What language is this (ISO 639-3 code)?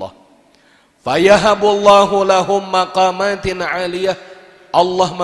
bjn